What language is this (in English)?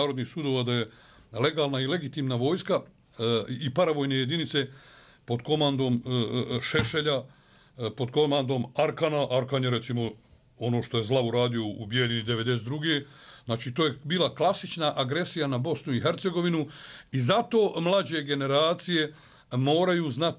Bosnian